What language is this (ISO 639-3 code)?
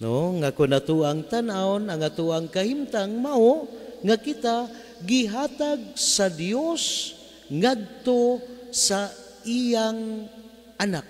ceb